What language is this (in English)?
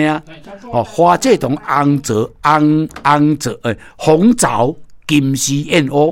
Min Nan Chinese